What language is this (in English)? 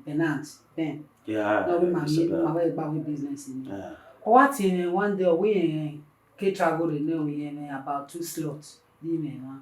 Bini